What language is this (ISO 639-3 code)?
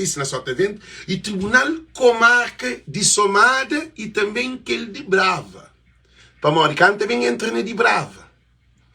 kea